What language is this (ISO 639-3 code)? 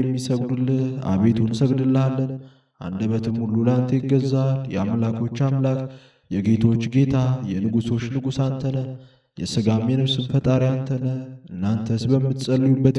amh